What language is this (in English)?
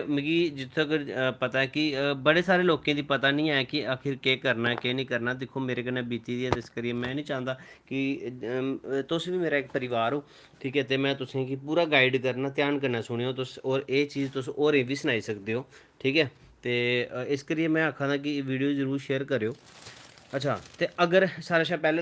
Dogri